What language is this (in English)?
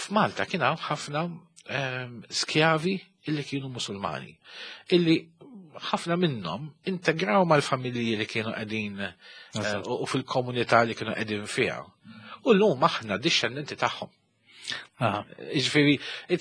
Maltese